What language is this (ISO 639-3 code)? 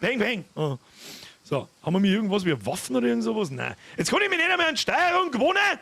bar